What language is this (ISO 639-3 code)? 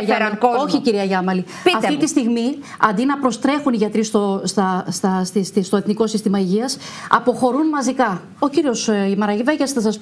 ell